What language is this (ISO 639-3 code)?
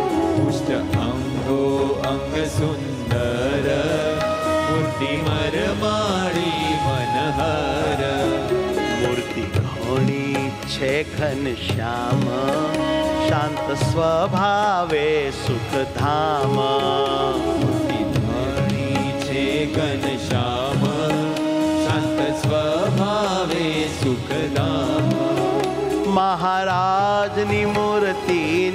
guj